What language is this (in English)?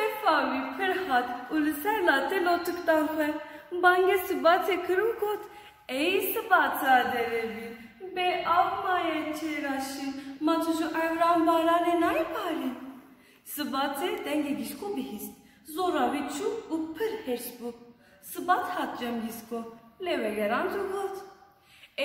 Kurdish